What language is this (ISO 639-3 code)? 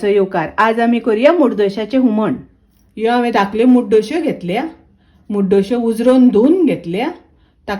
kok